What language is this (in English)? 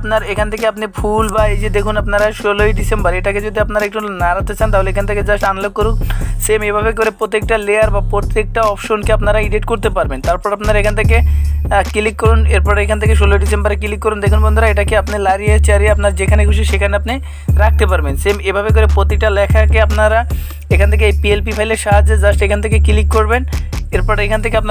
Bangla